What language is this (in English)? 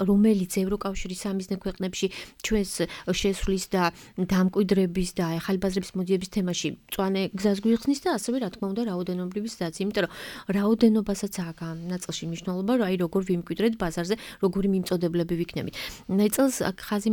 Georgian